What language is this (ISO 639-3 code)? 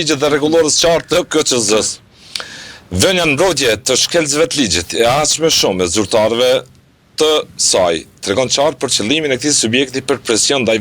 sqi